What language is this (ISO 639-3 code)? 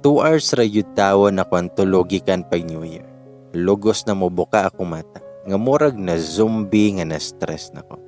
ceb